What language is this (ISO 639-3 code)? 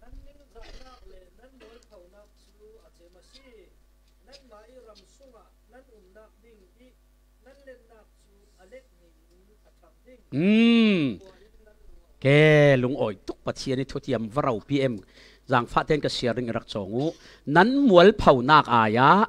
cfm